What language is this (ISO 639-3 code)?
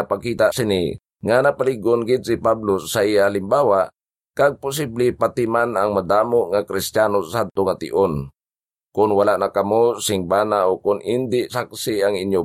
hil